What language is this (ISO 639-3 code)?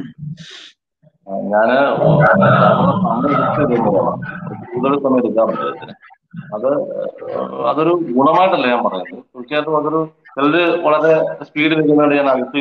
mal